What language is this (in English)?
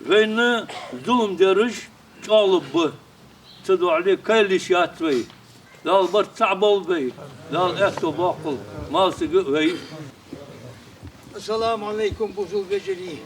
Ingush